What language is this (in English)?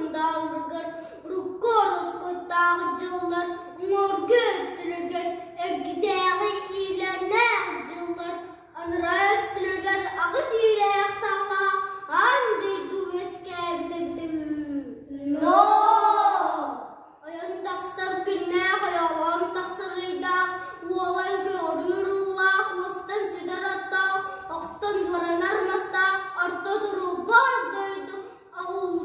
Yakut